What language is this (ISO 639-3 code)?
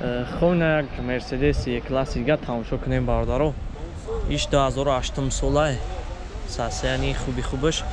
tgk